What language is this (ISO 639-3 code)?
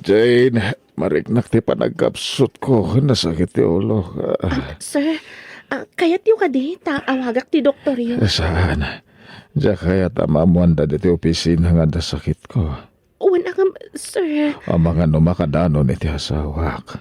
ilo